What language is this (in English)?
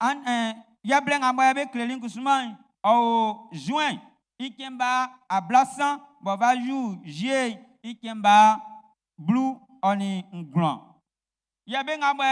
Baoulé